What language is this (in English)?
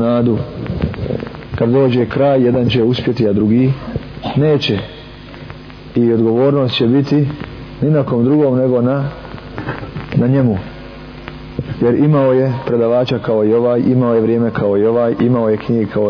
Bosnian